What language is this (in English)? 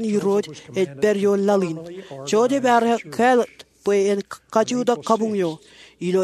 Marshallese